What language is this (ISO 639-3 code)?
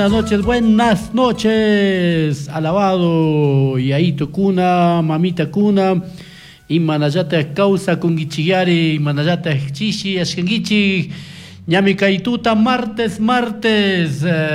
qug